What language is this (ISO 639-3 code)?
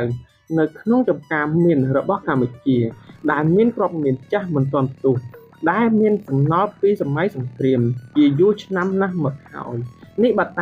khm